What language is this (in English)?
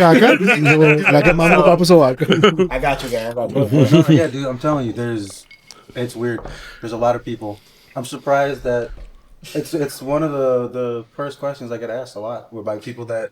Papiamento